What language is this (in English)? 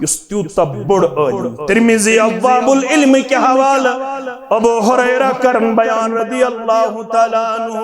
Kashmiri